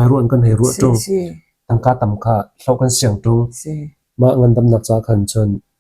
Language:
Hakha Chin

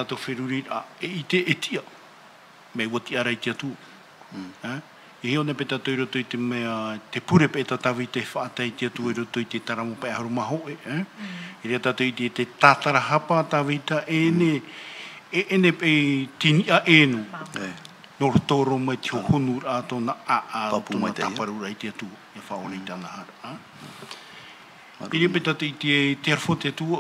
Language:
Tahitian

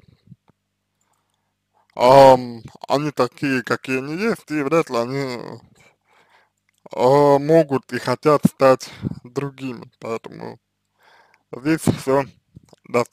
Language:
Russian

